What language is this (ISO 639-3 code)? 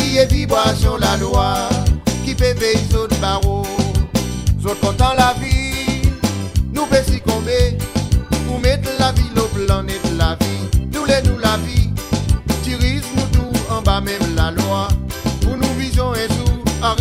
crs